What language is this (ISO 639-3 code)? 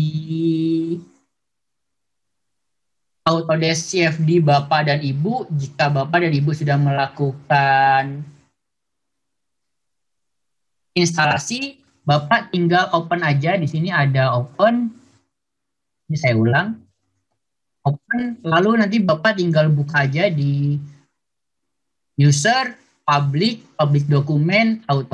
ind